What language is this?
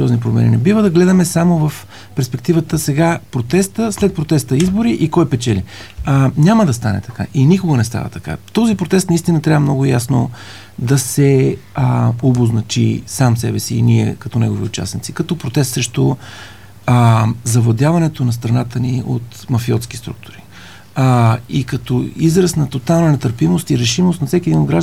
Bulgarian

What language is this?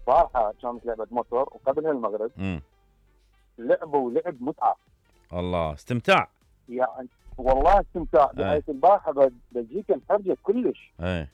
Mesopotamian Arabic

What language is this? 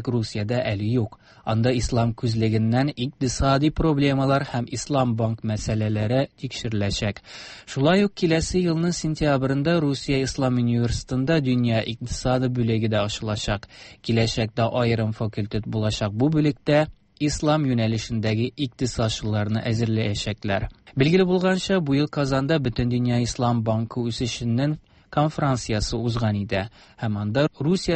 Tatar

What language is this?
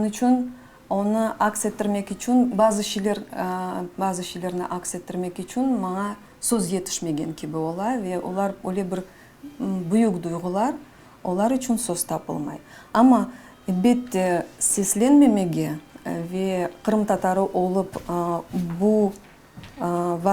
Crimean Tatar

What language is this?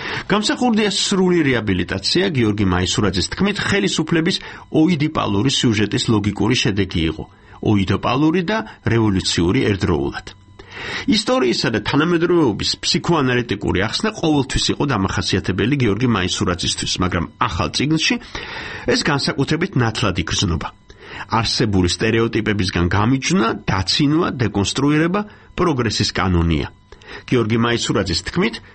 Georgian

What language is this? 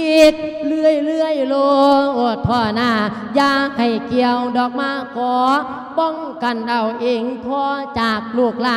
Lao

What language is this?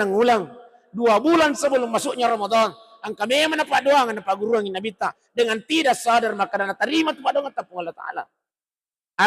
Buginese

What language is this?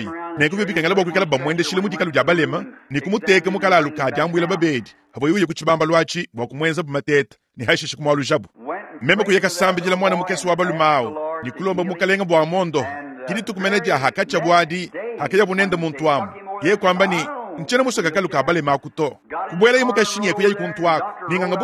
Luba-Lulua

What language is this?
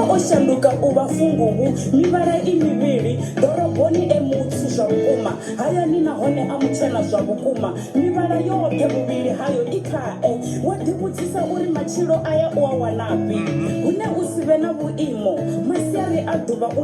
Venda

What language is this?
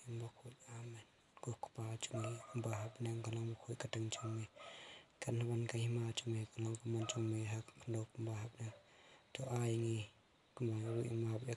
Khasi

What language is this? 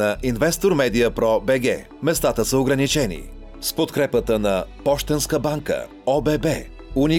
Bulgarian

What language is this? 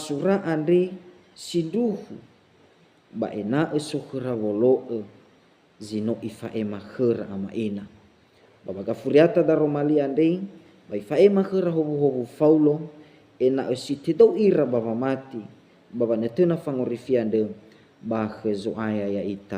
Nias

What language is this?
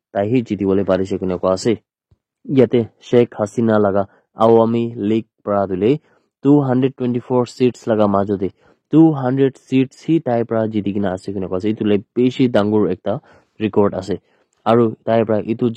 Naga Pidgin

